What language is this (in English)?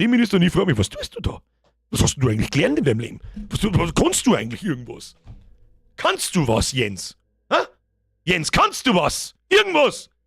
Bavarian